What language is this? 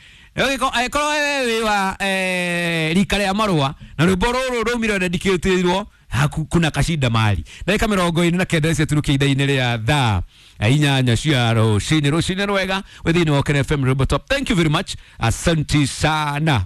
Kikuyu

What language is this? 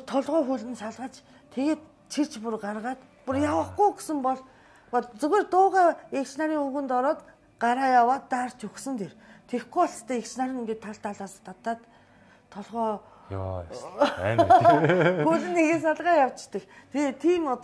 Mongolian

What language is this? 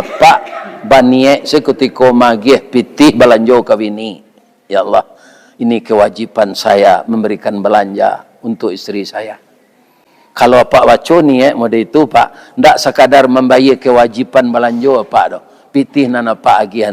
Minangkabau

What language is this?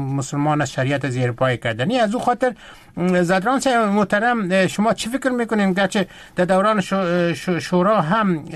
Persian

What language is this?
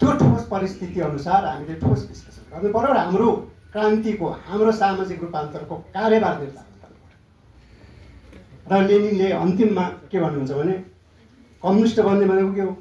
Nepali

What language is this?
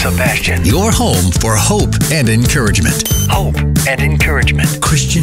English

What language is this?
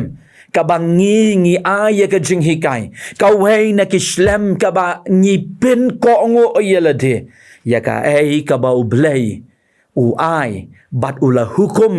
Khasi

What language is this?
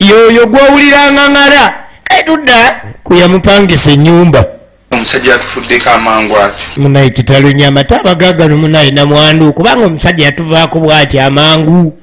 Ganda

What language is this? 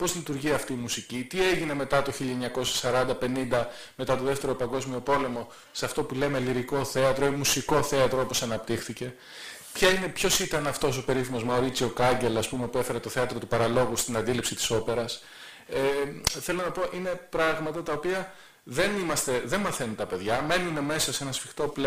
Greek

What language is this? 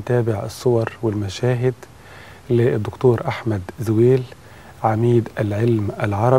Arabic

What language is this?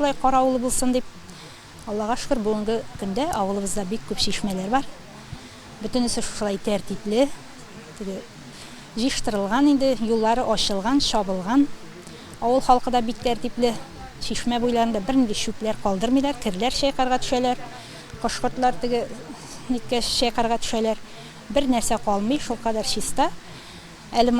Tatar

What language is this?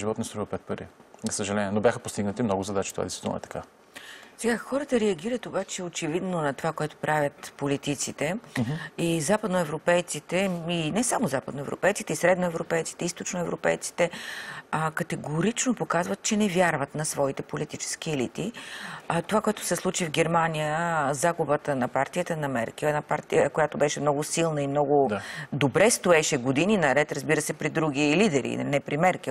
Bulgarian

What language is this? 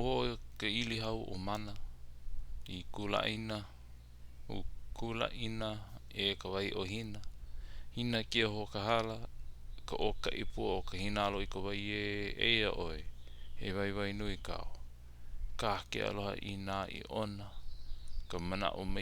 Hawaiian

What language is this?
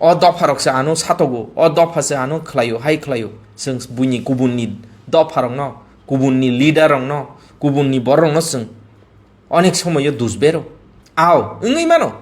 Kok Borok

